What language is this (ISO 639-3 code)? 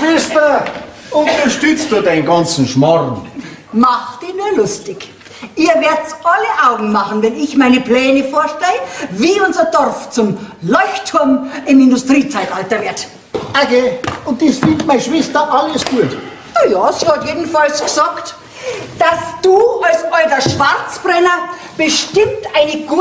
bar